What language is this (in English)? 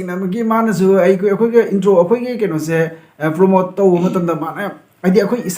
Manipuri